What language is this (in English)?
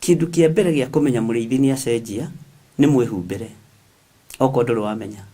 Kikuyu